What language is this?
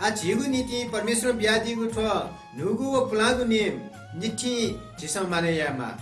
Newari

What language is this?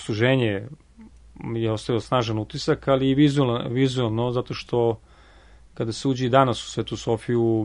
Serbian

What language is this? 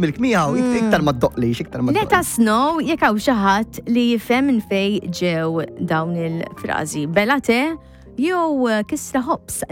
Maltese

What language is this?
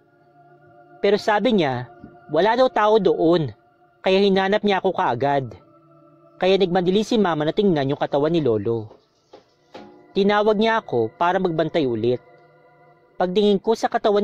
Filipino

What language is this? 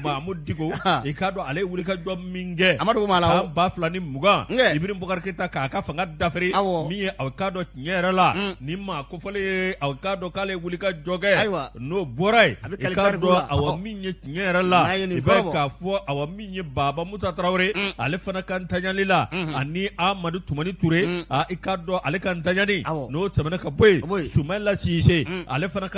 Bambara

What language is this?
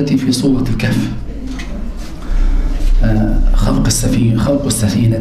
Arabic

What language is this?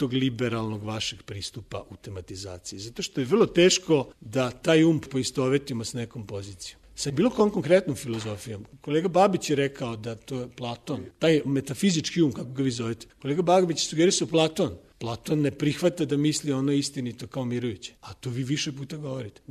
Serbian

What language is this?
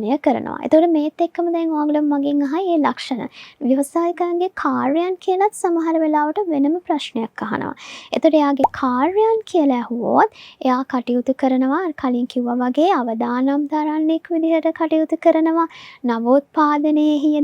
Sinhala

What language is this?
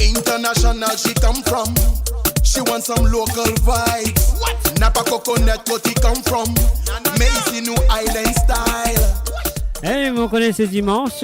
Morisyen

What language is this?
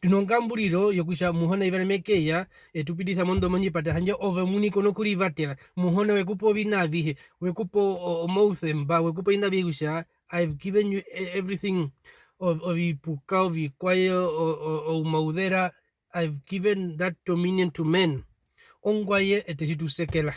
Herero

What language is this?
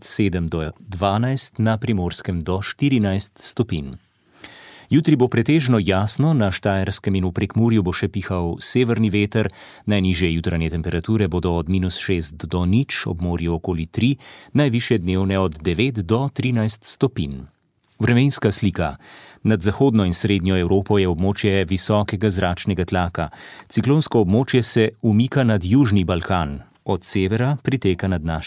Slovenian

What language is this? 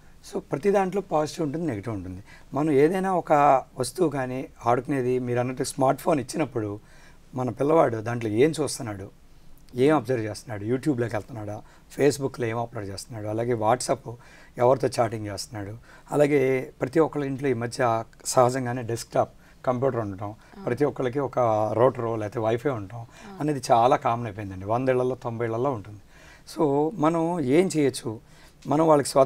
Telugu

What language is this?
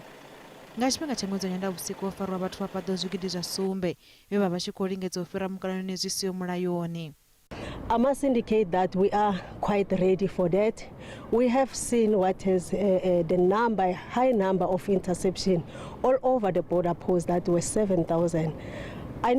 Venda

